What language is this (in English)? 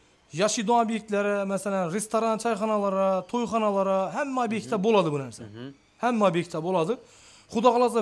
Uzbek